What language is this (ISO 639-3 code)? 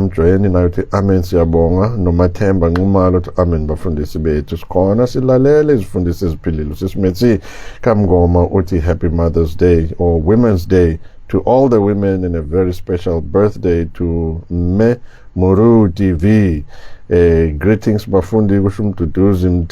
zul